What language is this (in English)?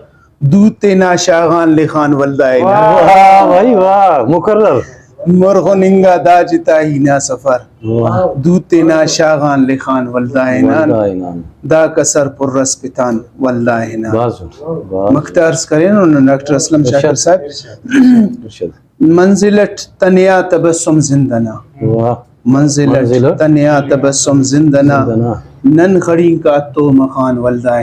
Brahui